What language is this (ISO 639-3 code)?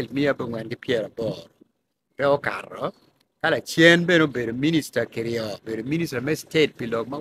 ach